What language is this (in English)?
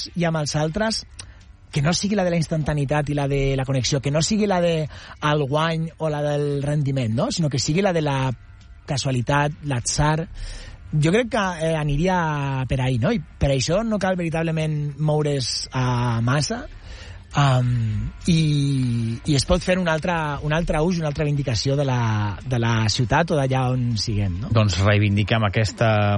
Catalan